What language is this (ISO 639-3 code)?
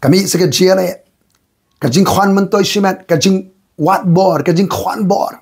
kha